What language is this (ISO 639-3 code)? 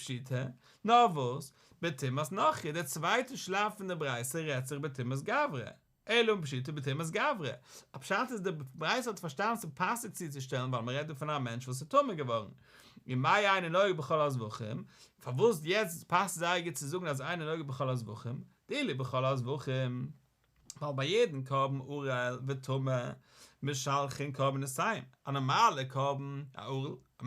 yid